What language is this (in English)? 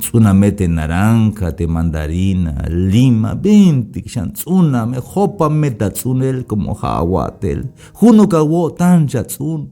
Tzeltal